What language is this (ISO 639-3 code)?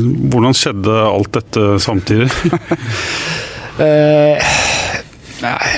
nor